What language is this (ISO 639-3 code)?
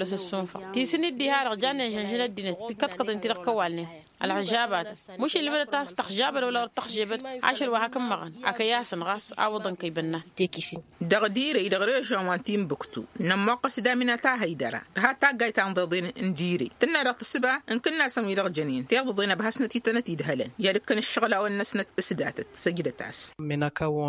taq